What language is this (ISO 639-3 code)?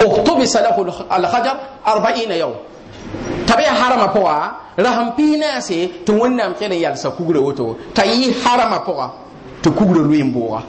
mos